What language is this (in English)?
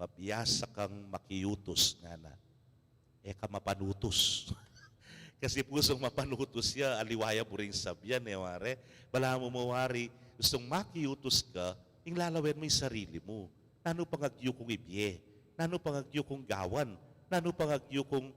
Pampanga